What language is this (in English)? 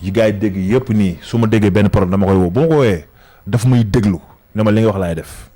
Wolof